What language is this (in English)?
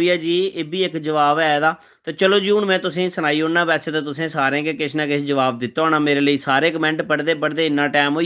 Dogri